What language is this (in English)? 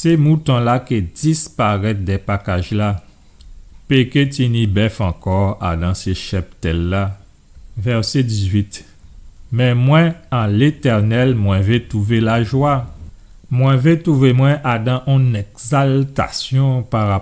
Guadeloupean Creole French